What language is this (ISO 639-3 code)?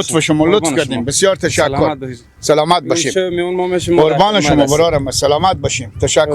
fas